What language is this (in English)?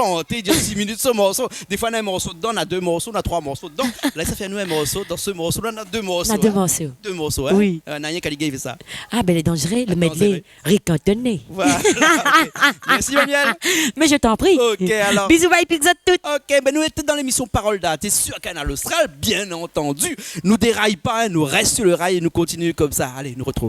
Réunion Creole French